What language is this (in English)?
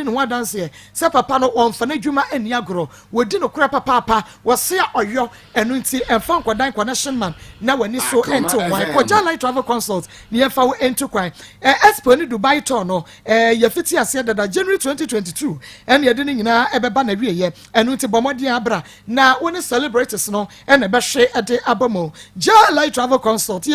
Akan